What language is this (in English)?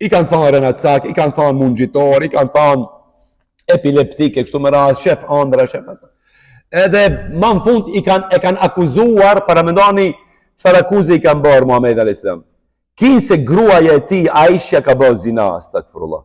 Albanian